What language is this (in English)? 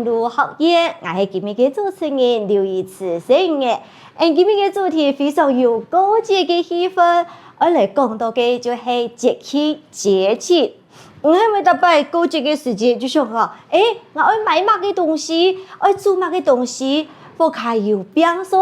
Hakka Chinese